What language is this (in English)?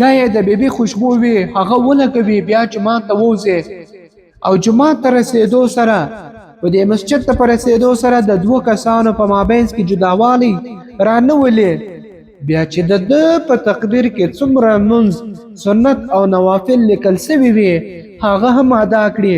Pashto